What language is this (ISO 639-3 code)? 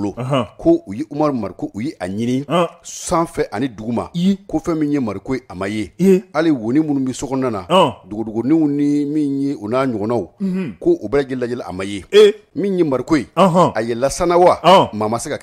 bam